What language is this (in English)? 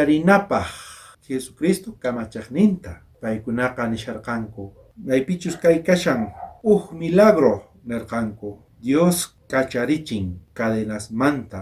South Bolivian Quechua